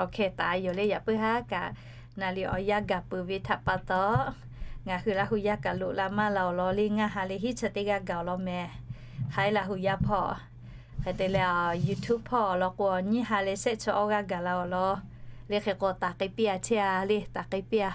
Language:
Lahu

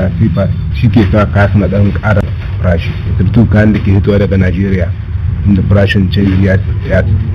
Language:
Hausa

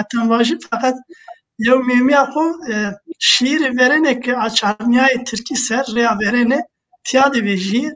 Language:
Zaza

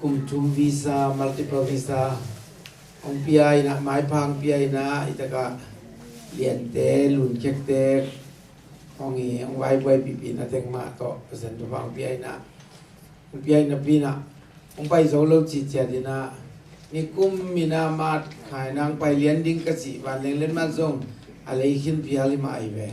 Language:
Tedim Chin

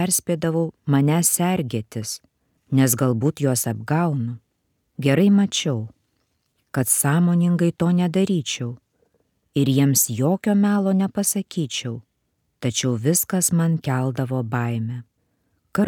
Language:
Lithuanian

